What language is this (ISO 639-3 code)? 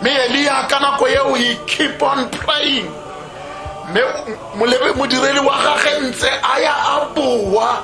tsn